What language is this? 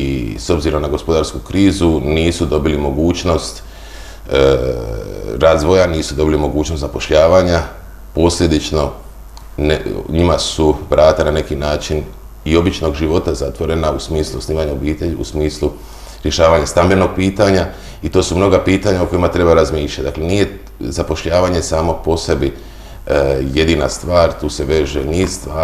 Croatian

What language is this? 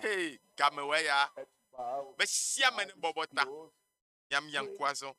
Ewe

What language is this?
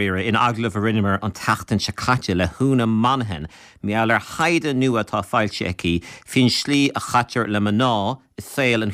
Irish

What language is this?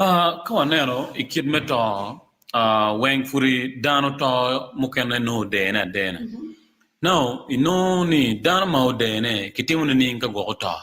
Acoli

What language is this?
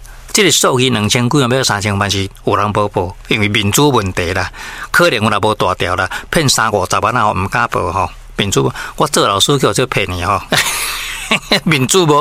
Min Nan Chinese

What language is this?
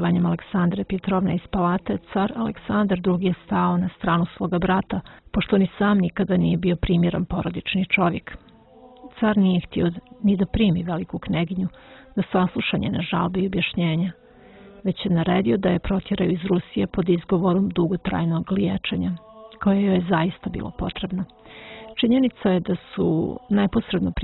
Bosnian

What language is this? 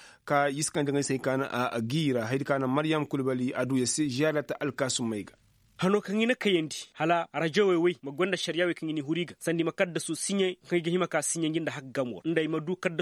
Koyraboro Senni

